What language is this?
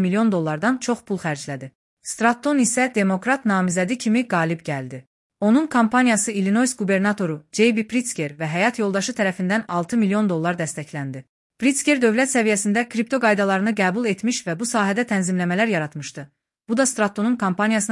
Azerbaijani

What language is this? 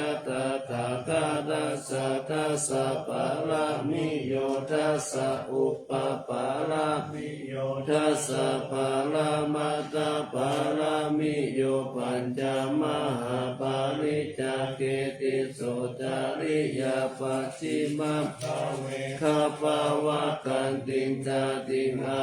Pali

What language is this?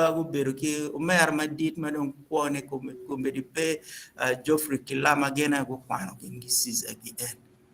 Acoli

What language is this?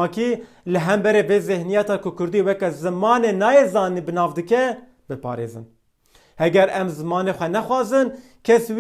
Kurdish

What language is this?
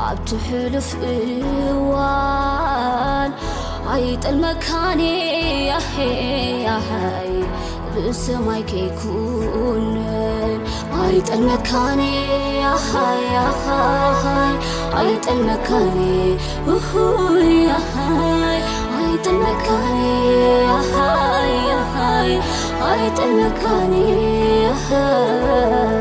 Tigrinya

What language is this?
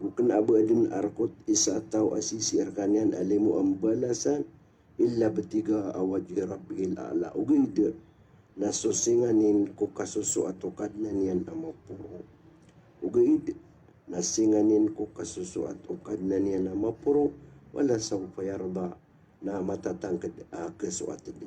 Maranao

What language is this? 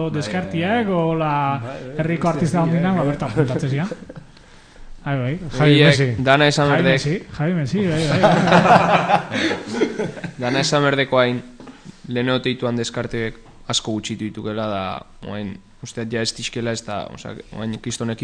Basque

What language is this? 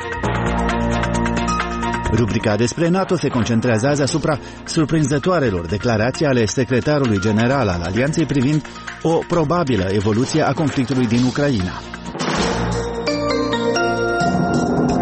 Romanian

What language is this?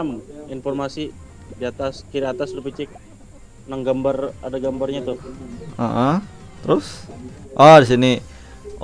Banjar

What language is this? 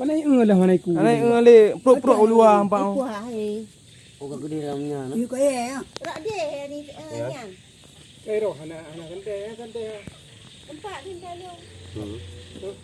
Achinese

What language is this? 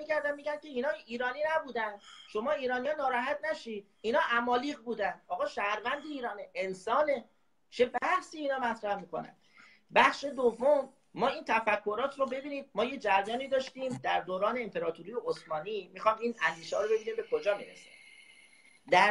Persian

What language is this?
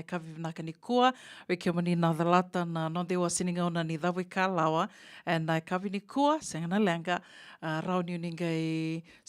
Fijian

